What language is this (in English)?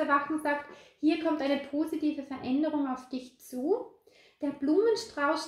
German